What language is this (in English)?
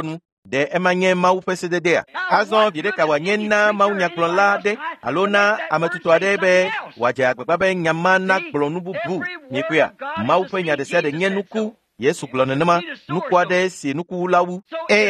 Ewe